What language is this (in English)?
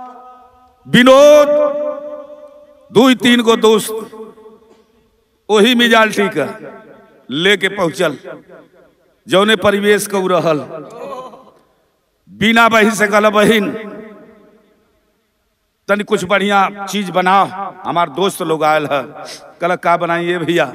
Bhojpuri